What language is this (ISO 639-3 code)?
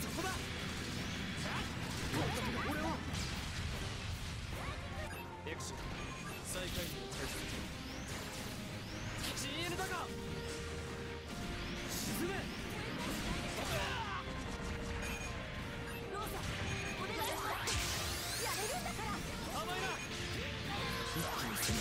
jpn